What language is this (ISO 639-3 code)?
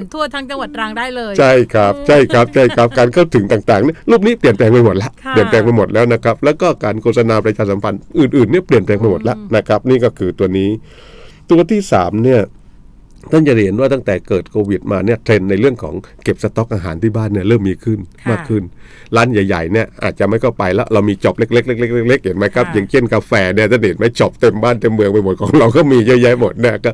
tha